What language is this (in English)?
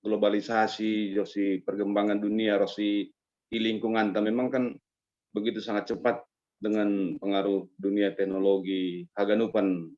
Batak Simalungun